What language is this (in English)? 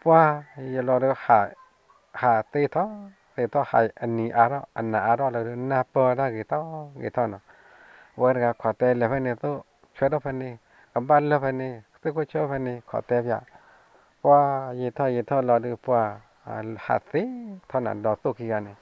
S'gaw Karen